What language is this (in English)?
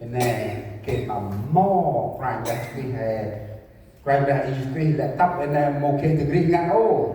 Central Mnong